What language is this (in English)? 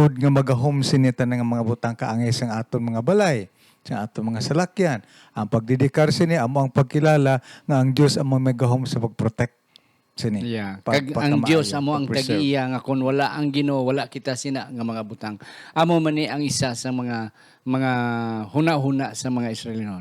Hiligaynon